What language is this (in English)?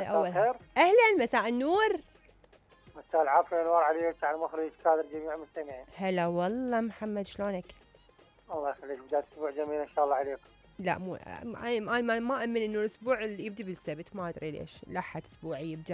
Mesopotamian Arabic